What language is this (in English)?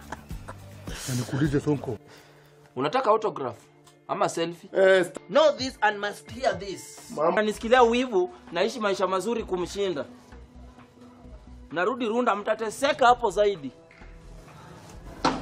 Swahili